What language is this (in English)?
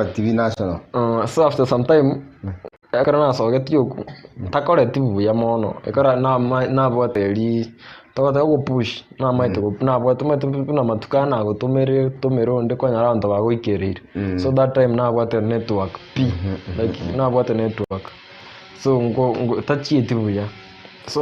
Gusii